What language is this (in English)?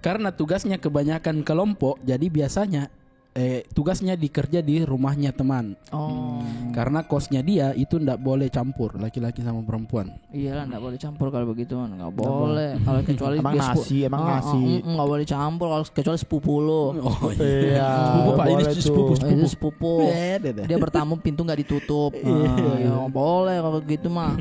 Makassar Malay